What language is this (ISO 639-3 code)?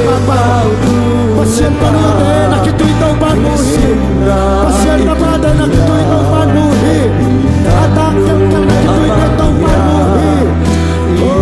ctd